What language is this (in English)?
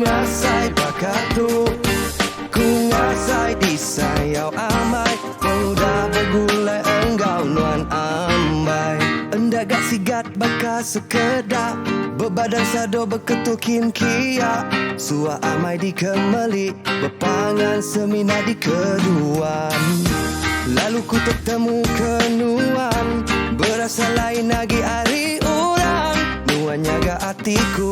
Iban